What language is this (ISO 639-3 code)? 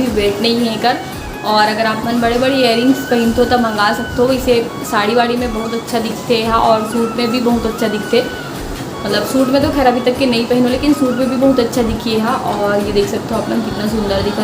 hne